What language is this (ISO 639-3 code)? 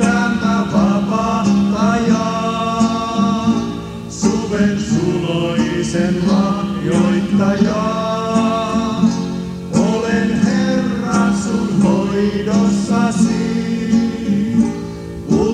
fin